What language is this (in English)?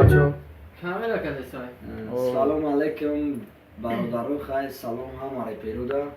Tajik